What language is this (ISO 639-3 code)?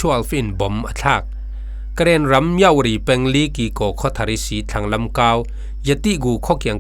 cfm